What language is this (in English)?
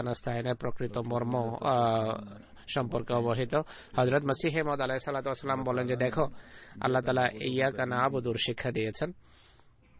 Bangla